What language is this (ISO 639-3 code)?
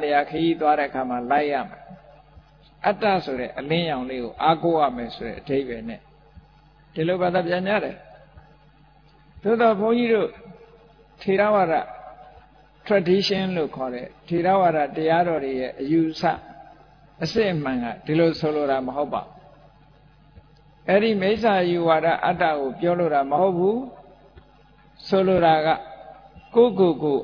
mya